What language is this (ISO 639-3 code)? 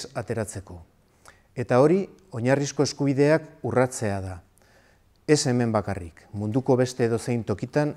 eus